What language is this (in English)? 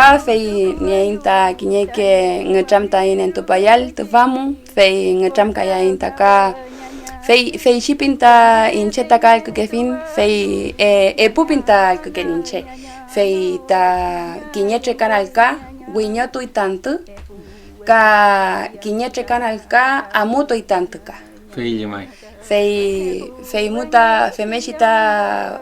Mapuche